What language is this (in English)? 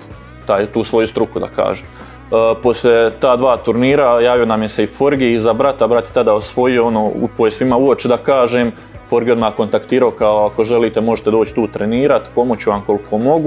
Croatian